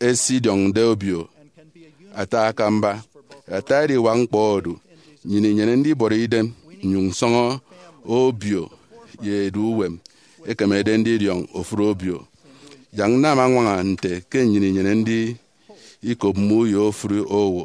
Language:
Efik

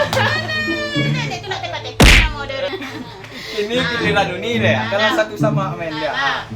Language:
Minangkabau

